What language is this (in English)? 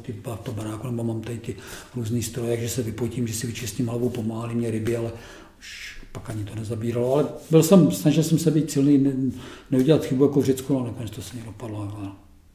Czech